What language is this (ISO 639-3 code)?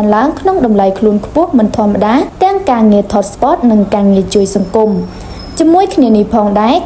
khm